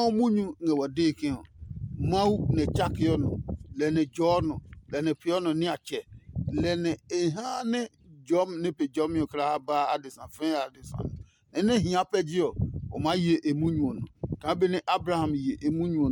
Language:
Adangme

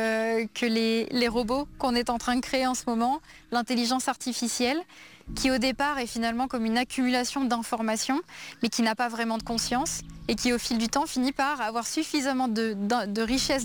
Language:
French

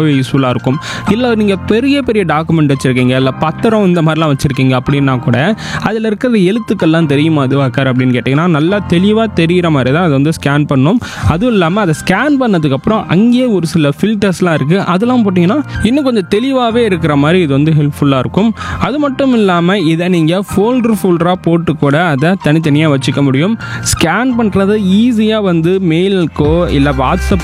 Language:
Tamil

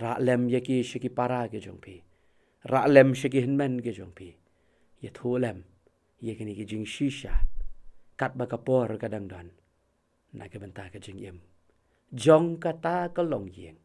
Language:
Khasi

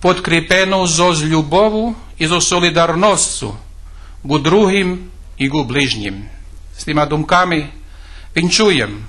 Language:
Rusyn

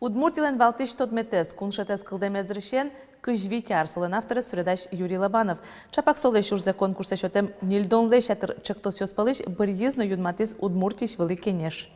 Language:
Udmurt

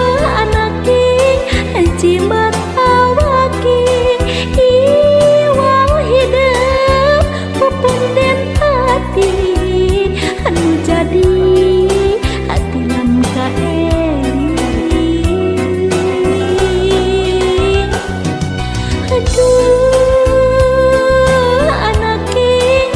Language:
Sundanese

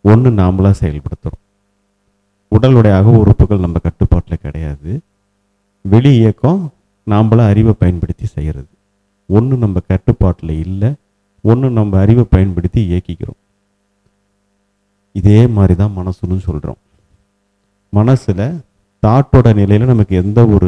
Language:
Tamil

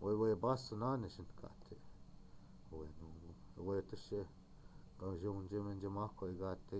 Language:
Chippewa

